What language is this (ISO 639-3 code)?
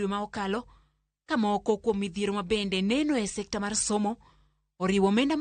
luo